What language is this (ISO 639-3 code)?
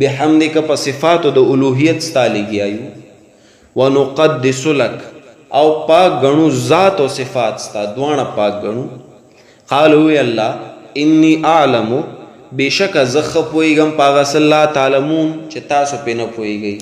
pus